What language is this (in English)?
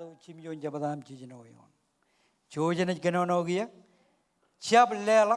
Marshallese